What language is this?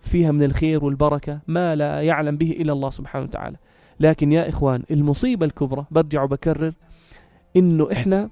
North Levantine Arabic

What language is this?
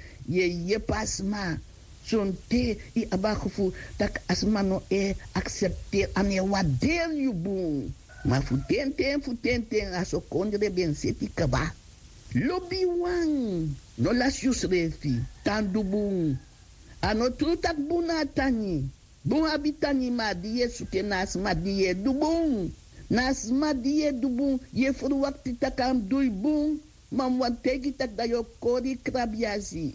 Sranan Tongo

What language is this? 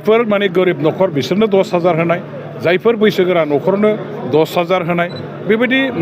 Bodo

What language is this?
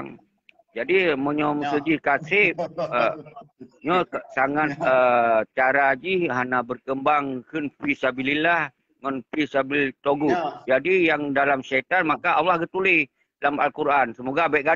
Achinese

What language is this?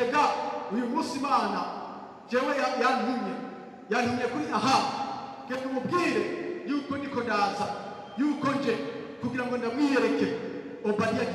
Rundi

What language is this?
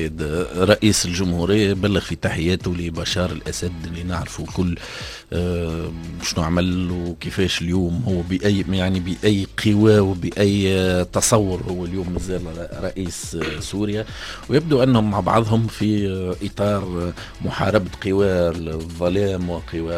Tunisian Arabic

